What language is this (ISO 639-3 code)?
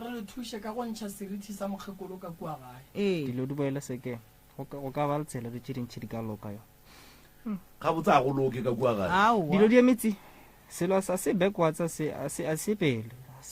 nso